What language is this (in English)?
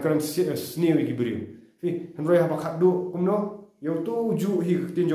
Khasi